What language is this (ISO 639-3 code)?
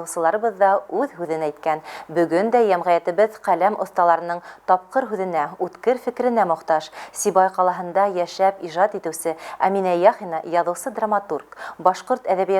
bak